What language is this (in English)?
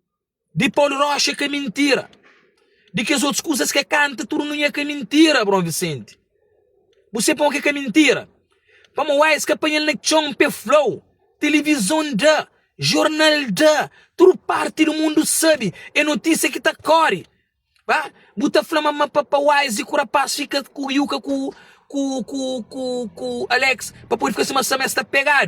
Kabuverdianu